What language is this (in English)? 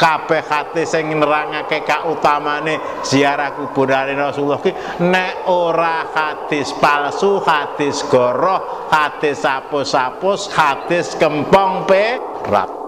Javanese